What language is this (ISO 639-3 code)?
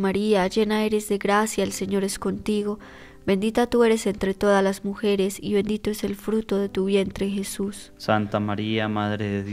spa